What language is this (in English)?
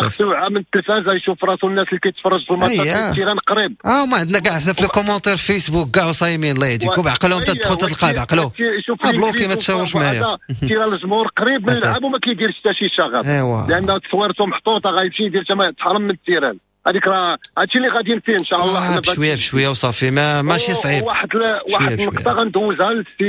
Moroccan Arabic